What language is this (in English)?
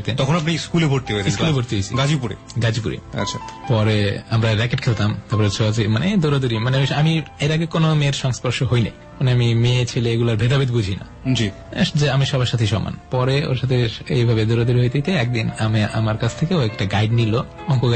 Bangla